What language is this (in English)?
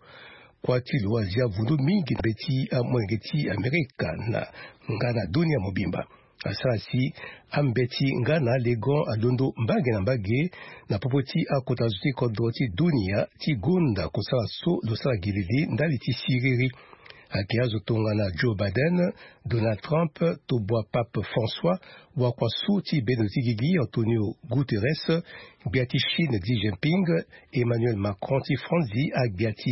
Sango